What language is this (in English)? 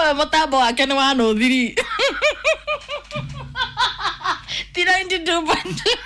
Kikuyu